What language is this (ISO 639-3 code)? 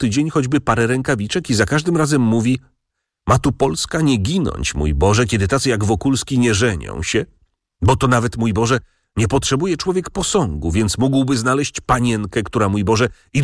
pol